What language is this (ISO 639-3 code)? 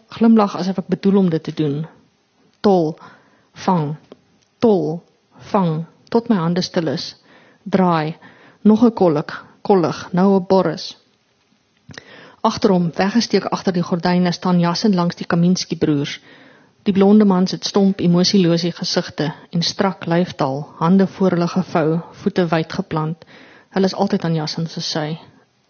afr